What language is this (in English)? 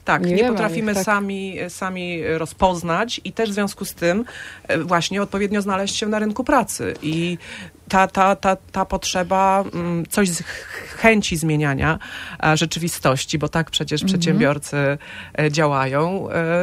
Polish